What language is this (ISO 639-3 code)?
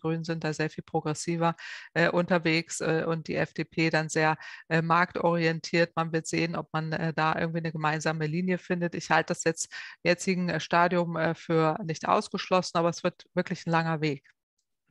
deu